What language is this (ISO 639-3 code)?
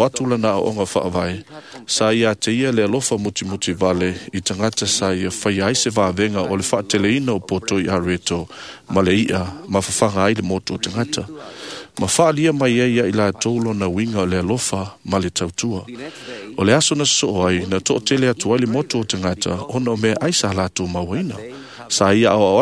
smo